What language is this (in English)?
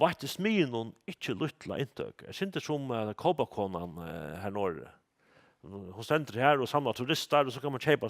Faroese